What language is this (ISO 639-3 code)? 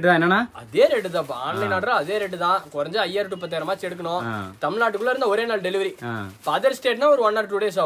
tam